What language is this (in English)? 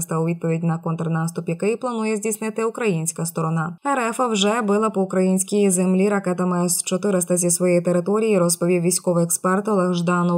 Ukrainian